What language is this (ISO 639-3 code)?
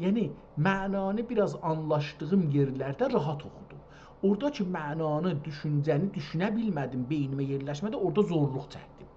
azb